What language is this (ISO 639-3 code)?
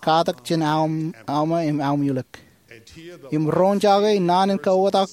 mah